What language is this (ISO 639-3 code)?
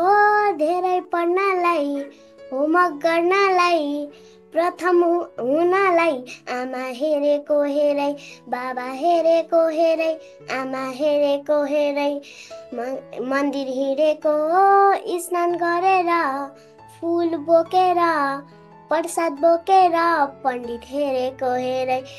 nep